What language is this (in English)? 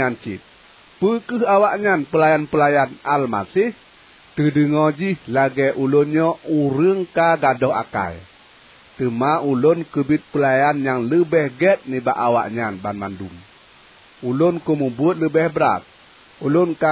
Achinese